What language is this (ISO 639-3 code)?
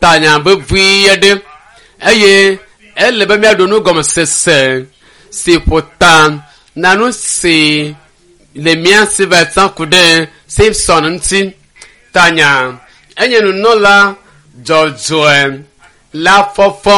ewe